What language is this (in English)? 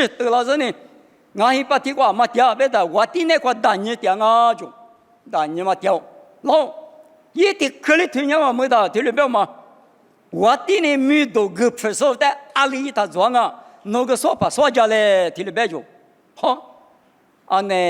Lisu